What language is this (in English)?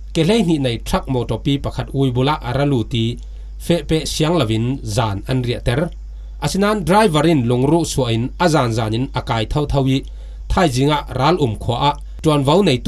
Falam Chin